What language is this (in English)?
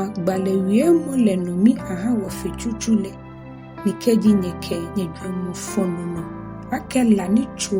Ga